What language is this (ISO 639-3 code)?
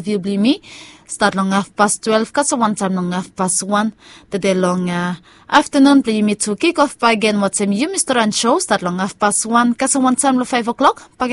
bis